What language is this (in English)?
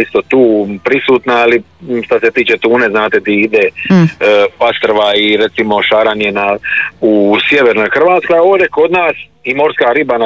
Croatian